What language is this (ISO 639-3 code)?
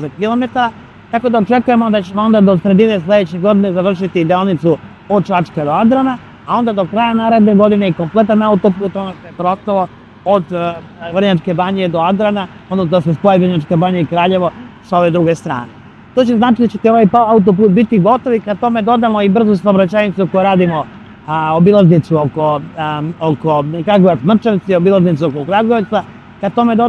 srp